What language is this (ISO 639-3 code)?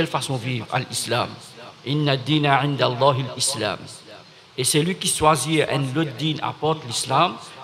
mfe